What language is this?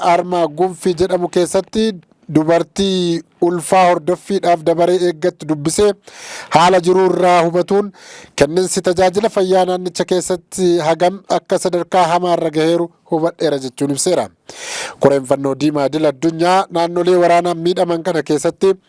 Oromo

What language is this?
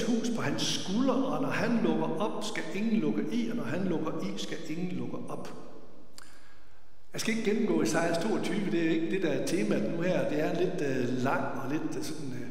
Danish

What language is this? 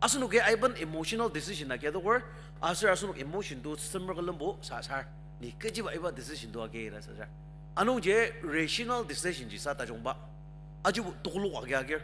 Ao Naga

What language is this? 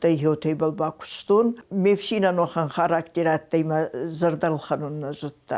Ossetic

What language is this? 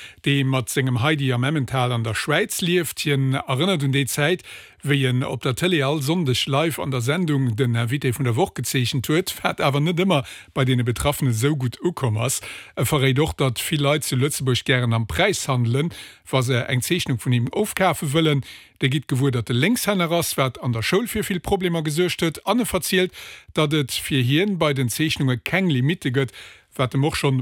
Luxembourgish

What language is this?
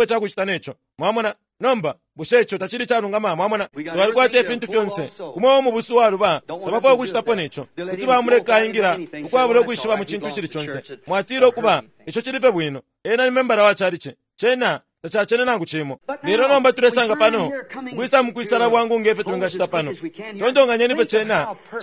Bemba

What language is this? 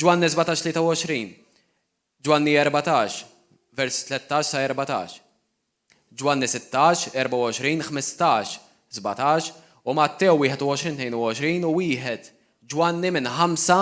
Maltese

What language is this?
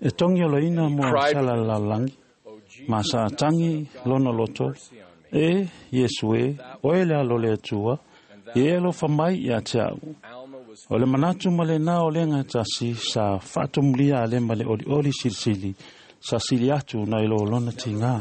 Samoan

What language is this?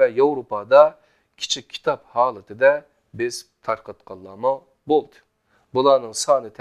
Uyghur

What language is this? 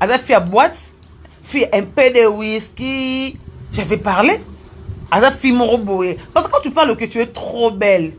Lingala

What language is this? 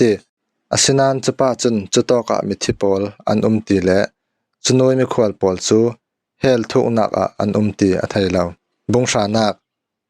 Falam Chin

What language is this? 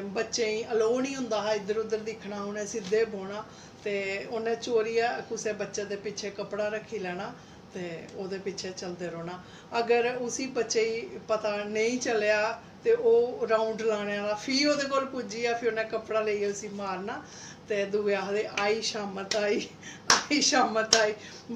Dogri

